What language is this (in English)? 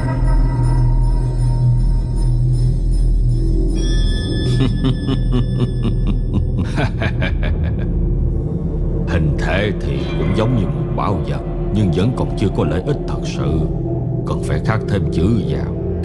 Vietnamese